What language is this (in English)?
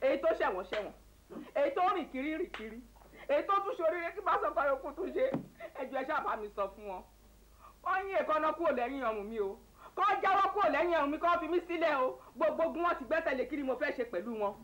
Yoruba